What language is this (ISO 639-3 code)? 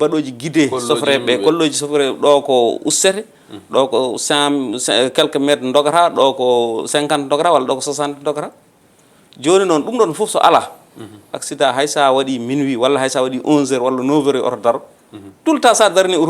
ful